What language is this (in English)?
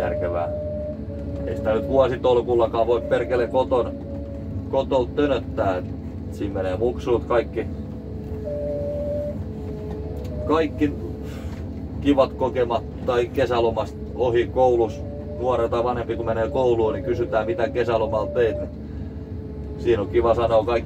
Finnish